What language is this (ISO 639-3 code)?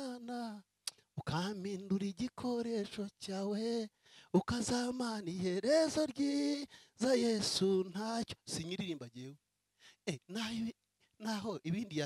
kin